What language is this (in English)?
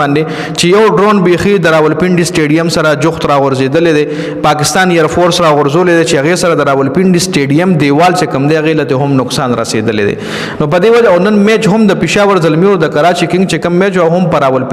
Pashto